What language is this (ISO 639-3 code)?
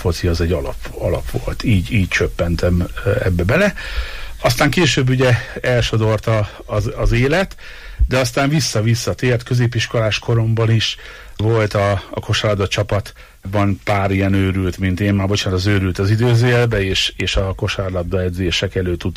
hun